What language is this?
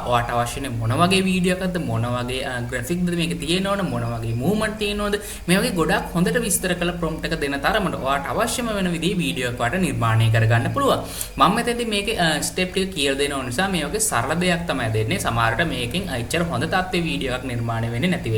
Sinhala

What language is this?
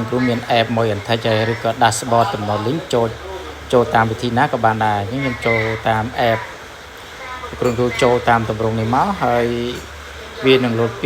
Khmer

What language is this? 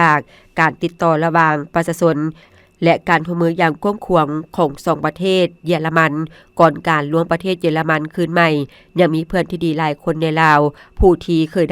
Lao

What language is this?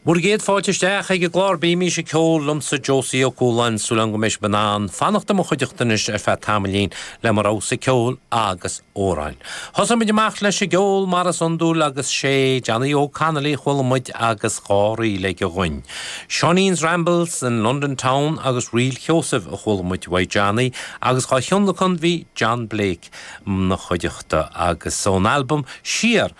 Irish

